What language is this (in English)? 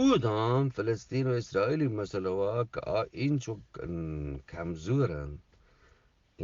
Eastern Balochi